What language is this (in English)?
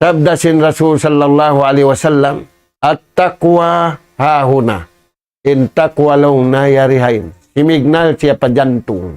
Tausug